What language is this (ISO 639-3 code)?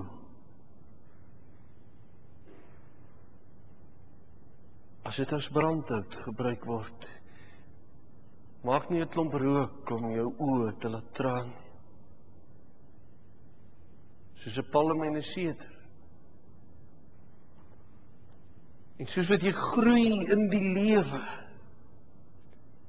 afr